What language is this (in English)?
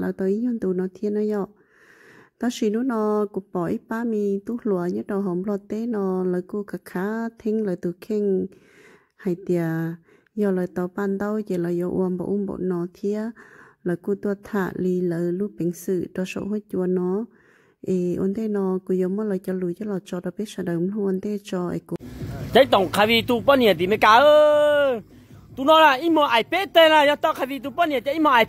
Hmong